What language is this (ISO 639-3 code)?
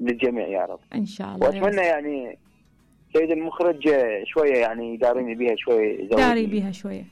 acm